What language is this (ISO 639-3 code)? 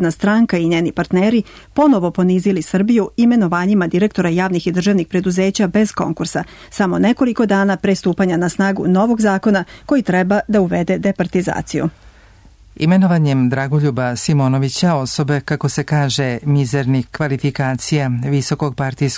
srp